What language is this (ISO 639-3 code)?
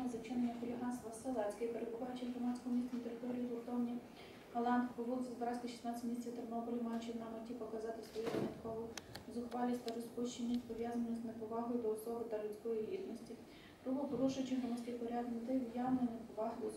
ukr